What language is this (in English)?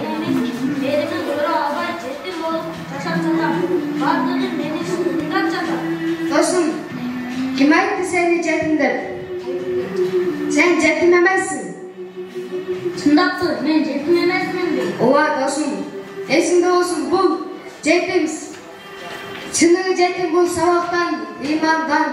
Kyrgyz